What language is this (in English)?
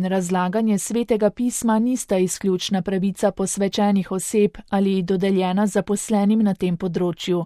Slovenian